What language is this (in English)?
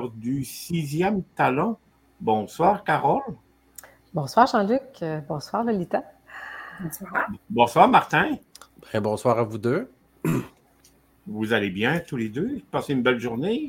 French